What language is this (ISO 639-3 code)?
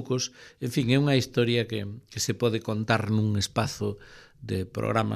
glg